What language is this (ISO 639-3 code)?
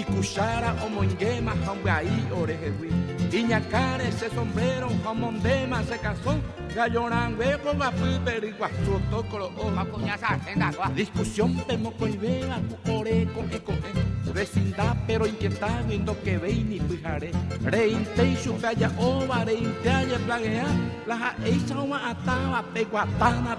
grn